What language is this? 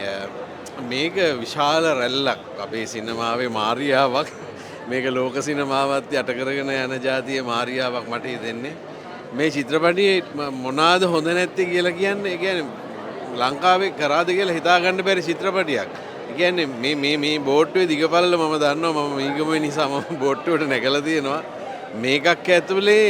Sinhala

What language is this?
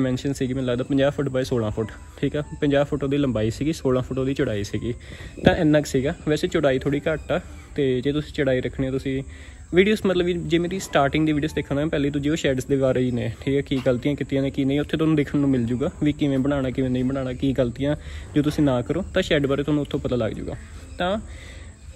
Punjabi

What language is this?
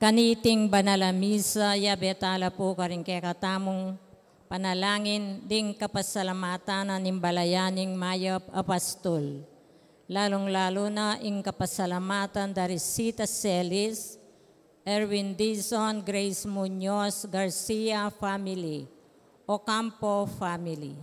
Pampanga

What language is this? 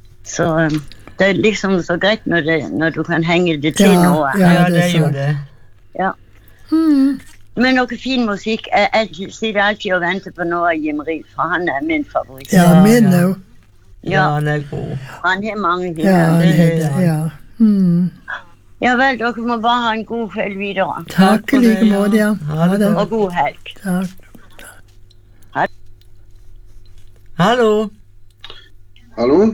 Norwegian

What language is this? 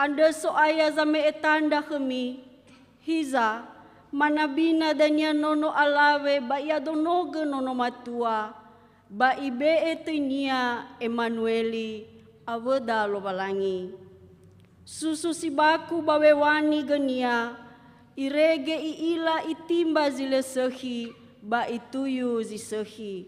Nias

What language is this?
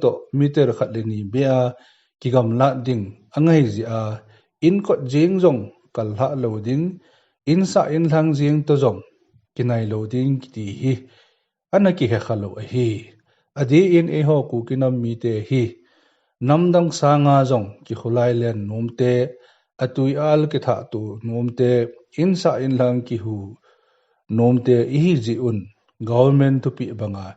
Thado Chin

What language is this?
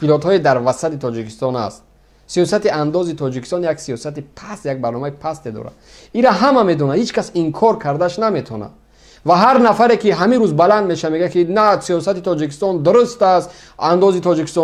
Tajik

